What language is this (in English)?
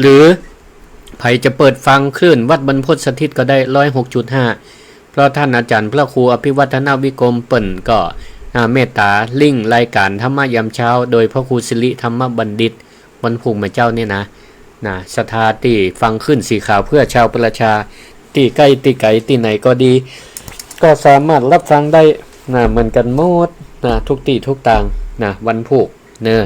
Northern Thai